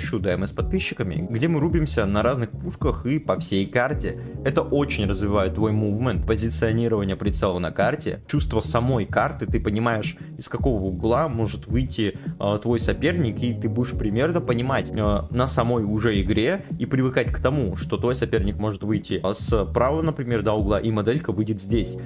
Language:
Russian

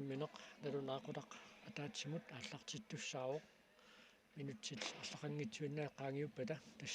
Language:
Kalaallisut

